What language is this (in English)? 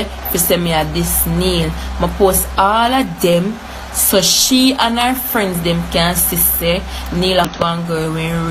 Jamaican Creole English